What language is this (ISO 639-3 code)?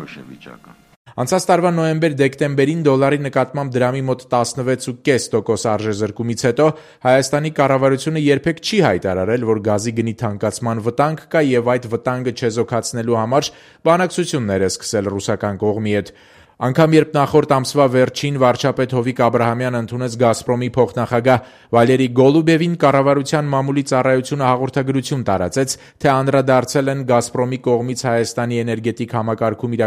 hye